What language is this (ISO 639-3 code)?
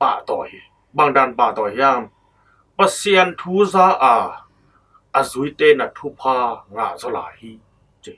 ctd